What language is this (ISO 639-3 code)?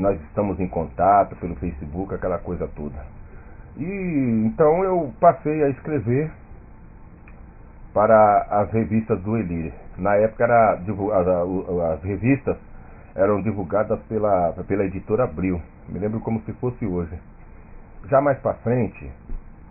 por